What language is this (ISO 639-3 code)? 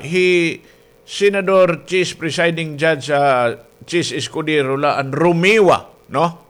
war